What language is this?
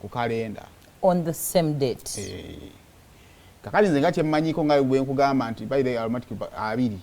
Ganda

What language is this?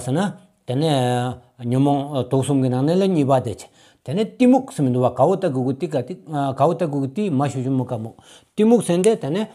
Stod Bhoti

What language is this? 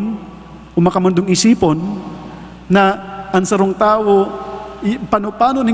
Bikol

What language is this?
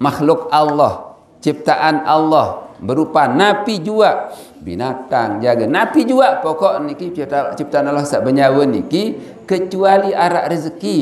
Sasak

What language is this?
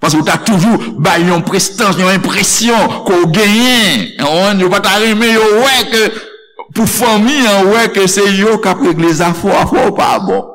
Haitian Creole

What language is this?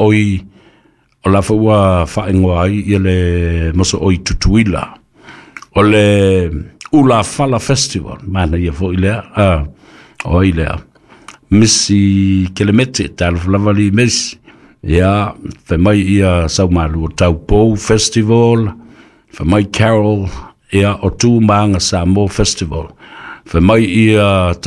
Samoan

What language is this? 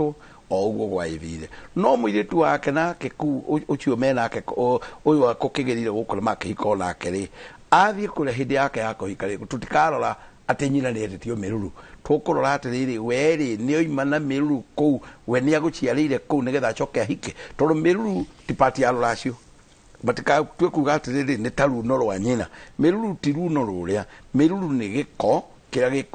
Kikuyu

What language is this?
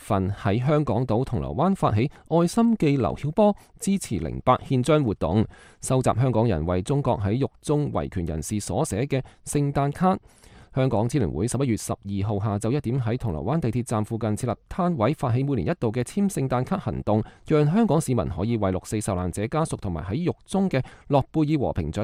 Cantonese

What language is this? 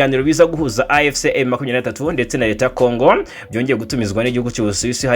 Kinyarwanda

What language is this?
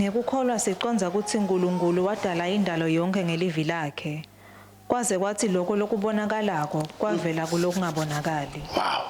Swati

